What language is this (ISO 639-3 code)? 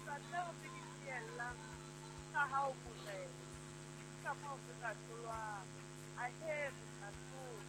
sot